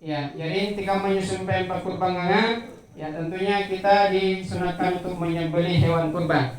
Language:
Makasar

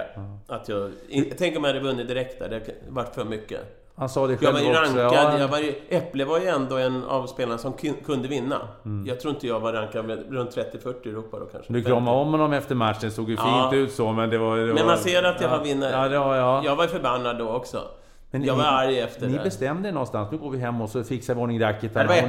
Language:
Swedish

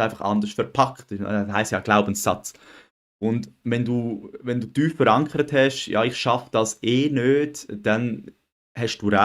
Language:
Swiss German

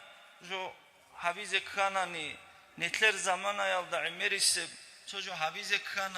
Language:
Avaric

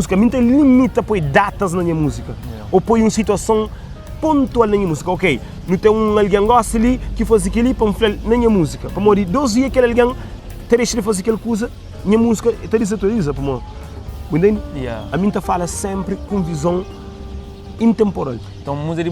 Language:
Kabuverdianu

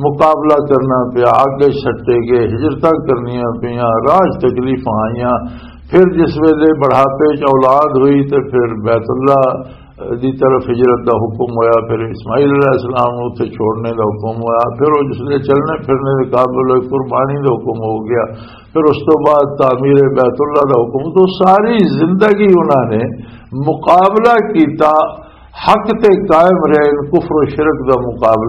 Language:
Western Panjabi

